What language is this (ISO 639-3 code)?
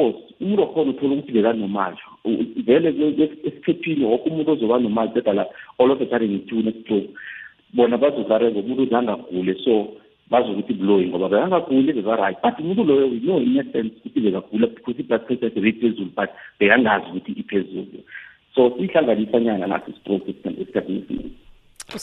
nbl